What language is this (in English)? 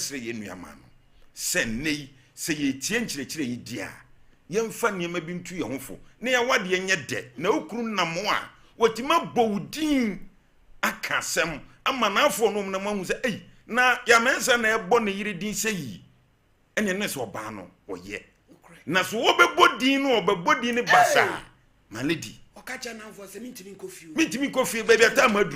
Akan